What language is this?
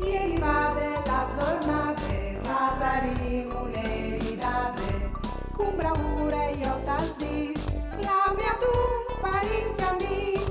Friulian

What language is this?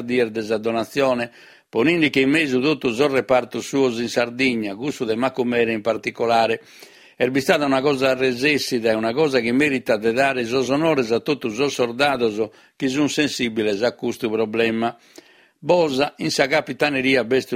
Sardinian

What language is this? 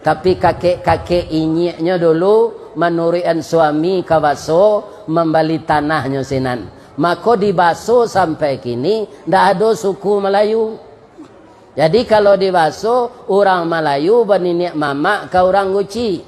Minangkabau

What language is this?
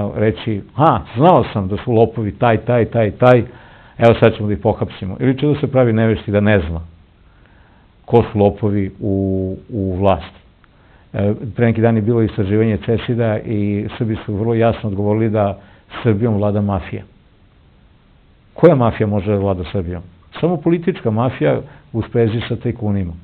Serbian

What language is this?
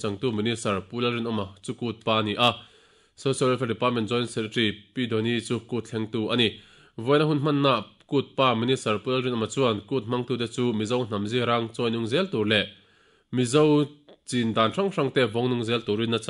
Mizo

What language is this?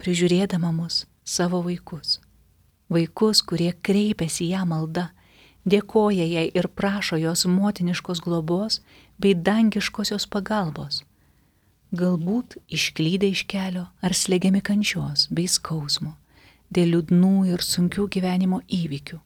Lithuanian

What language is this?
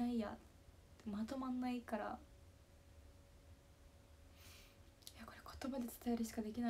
Japanese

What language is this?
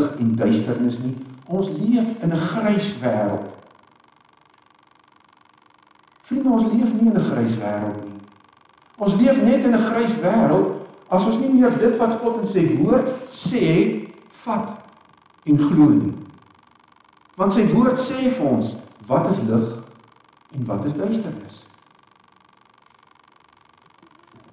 Afrikaans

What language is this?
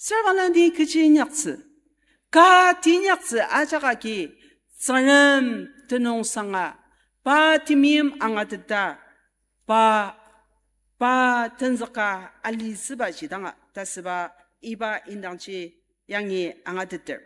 Ao Naga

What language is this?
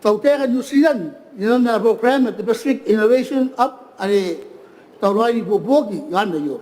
Gilbertese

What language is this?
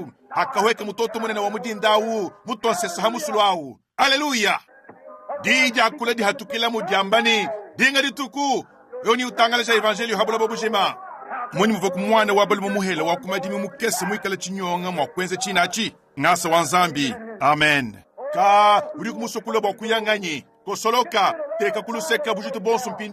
Luba-Lulua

